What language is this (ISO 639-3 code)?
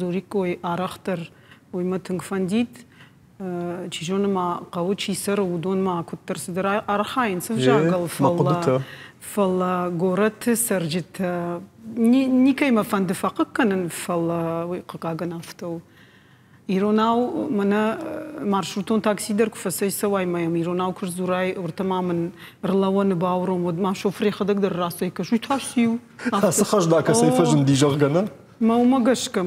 oss